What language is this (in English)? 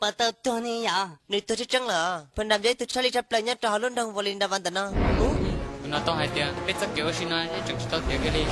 Hmong